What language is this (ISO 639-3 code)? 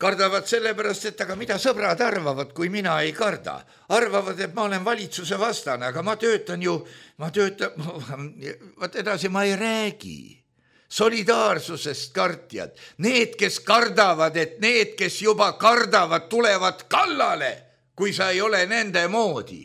est